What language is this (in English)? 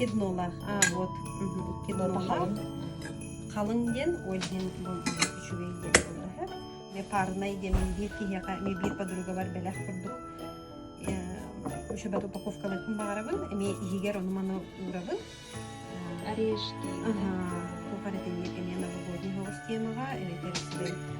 Yakut